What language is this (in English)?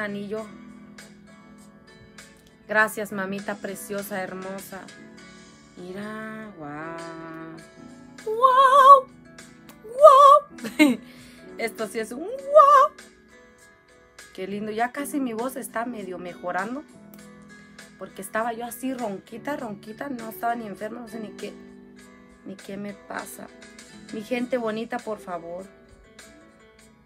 Spanish